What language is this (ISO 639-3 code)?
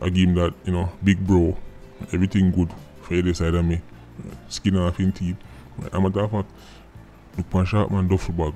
jam